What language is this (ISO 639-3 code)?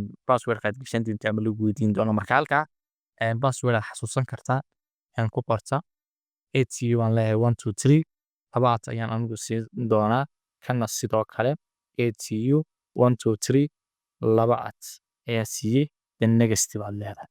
som